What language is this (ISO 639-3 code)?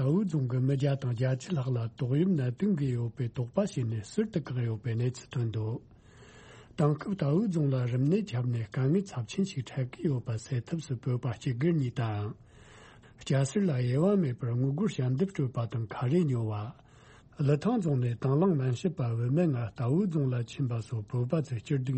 bod